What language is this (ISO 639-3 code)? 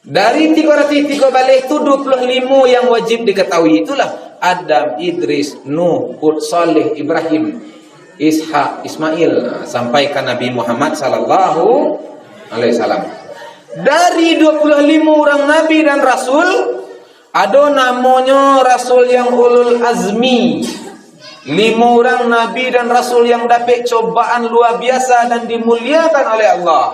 min